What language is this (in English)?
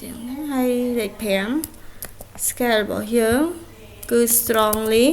Khmer